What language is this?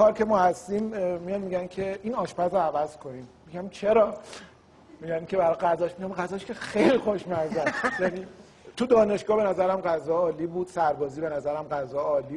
Persian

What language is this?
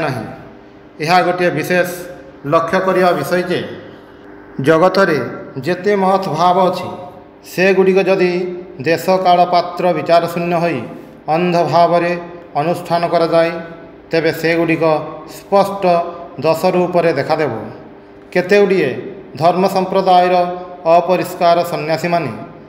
Odia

